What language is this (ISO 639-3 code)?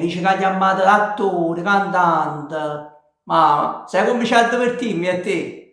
nap